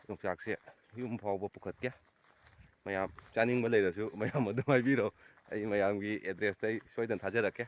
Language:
Manipuri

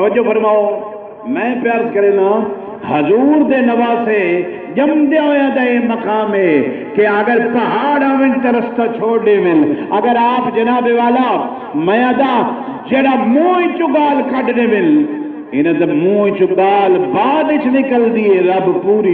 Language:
Saraiki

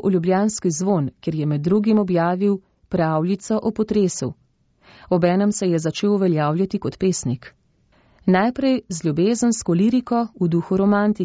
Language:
Slovenian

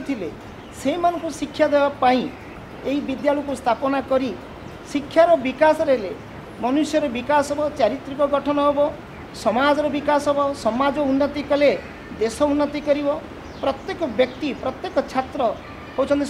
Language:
Odia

